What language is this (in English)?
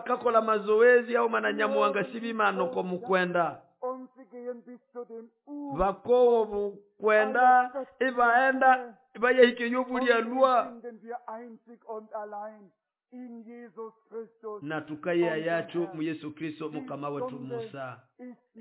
Nande